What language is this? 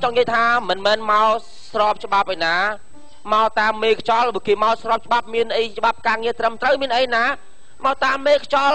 Khmer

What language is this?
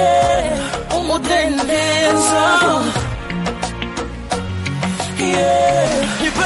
Kinyarwanda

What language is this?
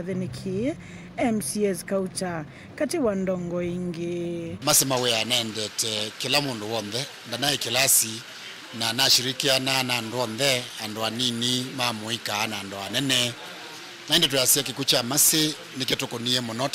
Kamba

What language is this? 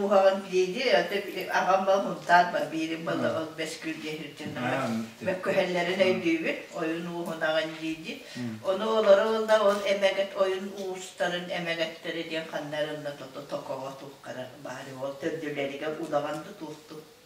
Yakut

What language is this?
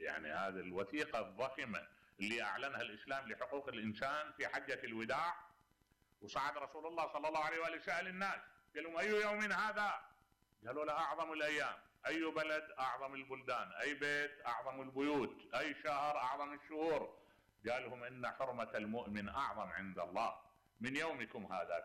Mesopotamian Arabic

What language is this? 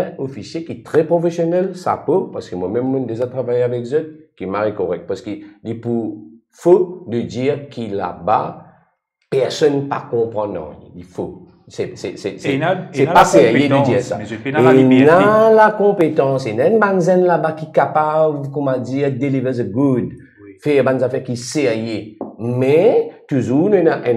Morisyen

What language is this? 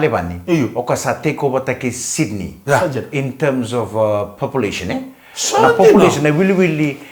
Fijian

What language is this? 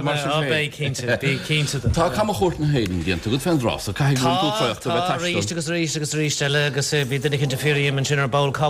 Irish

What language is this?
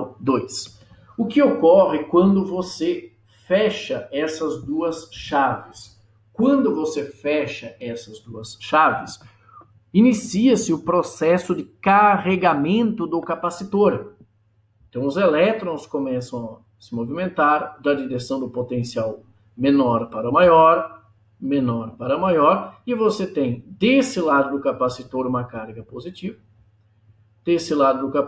Portuguese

